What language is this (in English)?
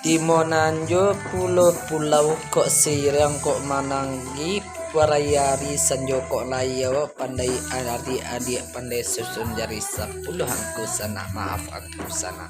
Minangkabau